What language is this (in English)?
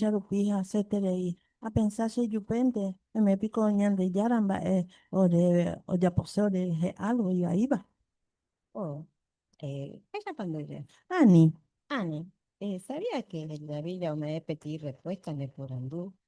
Guarani